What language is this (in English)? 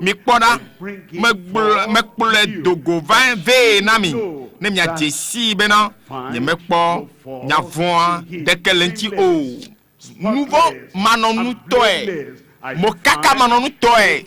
Ewe